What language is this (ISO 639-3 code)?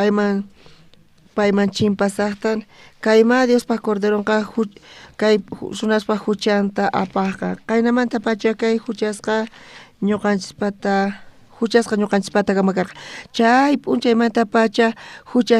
quh